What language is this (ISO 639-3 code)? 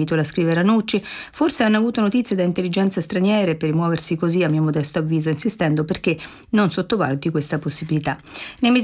ita